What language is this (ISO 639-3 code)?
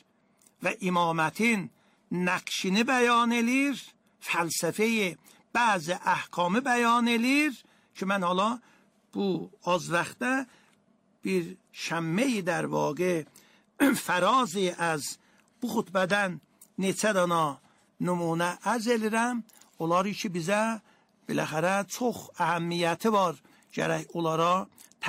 aze